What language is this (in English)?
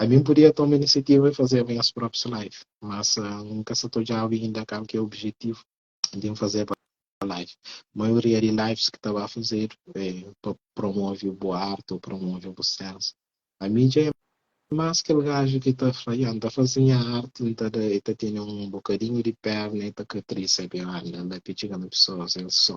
Kabuverdianu